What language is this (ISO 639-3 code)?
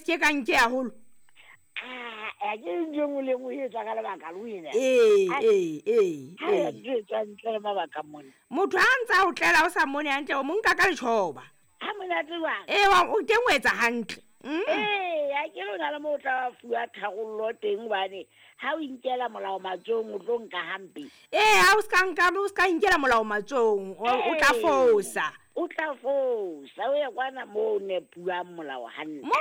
sot